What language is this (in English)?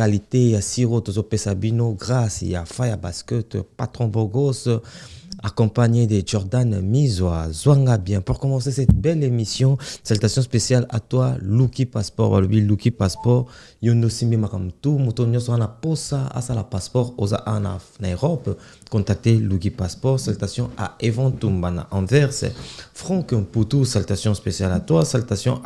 Lingala